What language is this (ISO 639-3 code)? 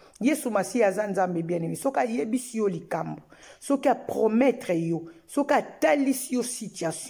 lin